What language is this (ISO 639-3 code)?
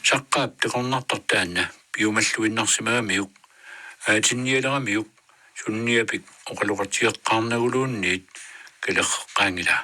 kal